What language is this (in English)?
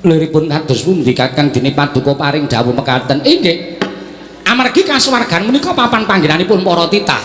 Javanese